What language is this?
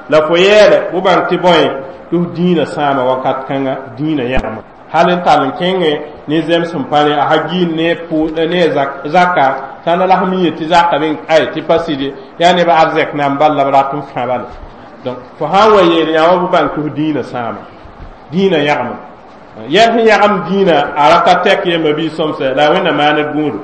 Mossi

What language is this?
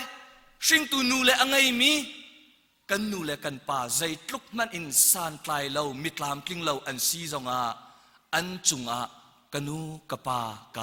Hakha Chin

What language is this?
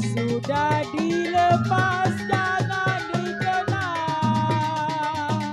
Betawi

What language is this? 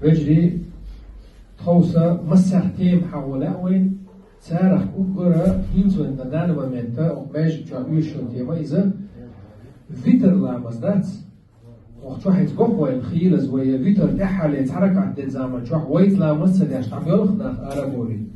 Chechen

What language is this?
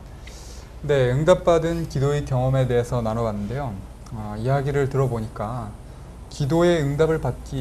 Korean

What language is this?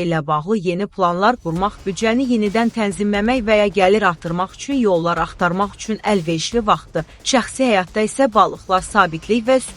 Azerbaijani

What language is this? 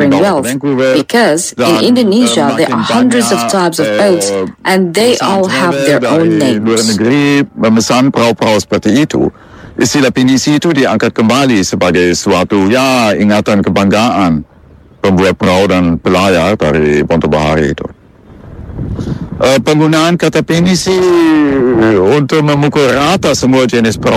Indonesian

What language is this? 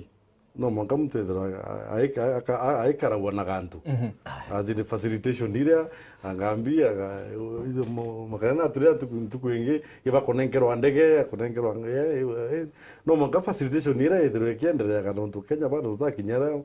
Meru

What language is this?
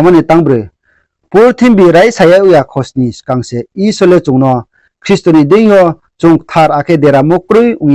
Riang (India)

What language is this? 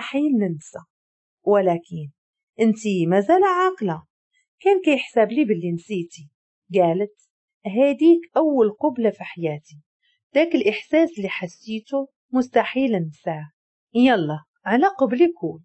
Moroccan Arabic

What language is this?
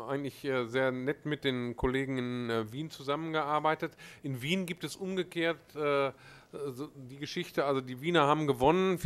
German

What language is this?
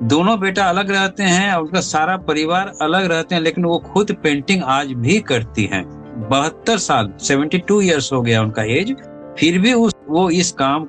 Hindi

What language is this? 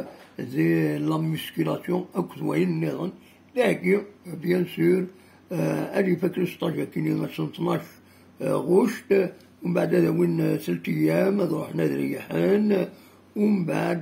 Kabyle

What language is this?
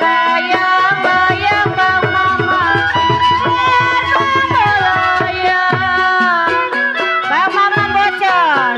Betawi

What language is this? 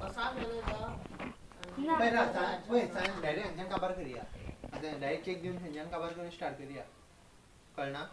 Konkani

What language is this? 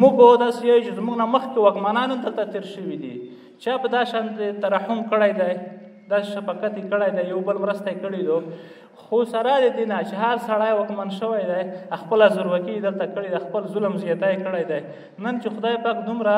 Pashto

